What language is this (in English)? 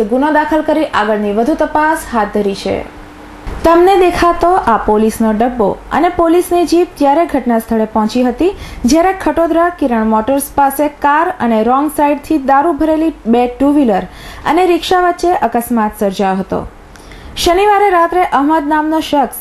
Gujarati